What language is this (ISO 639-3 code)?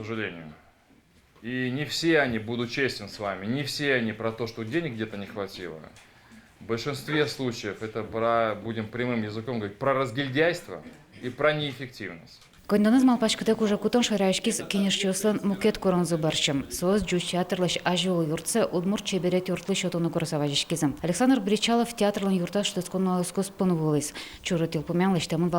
udm